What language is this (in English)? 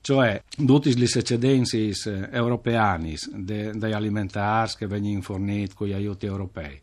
Friulian